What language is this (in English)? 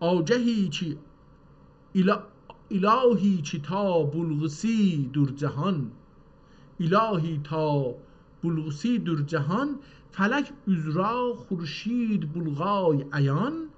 South Azerbaijani